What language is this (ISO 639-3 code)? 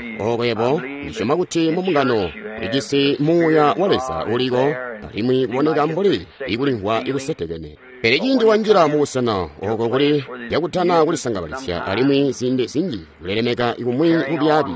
toi